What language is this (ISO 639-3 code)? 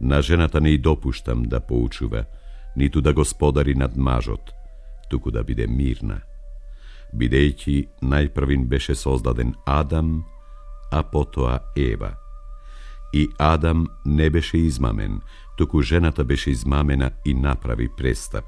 mkd